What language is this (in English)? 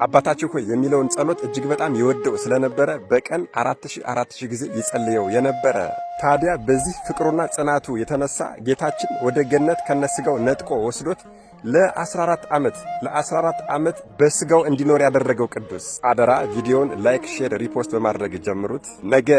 Amharic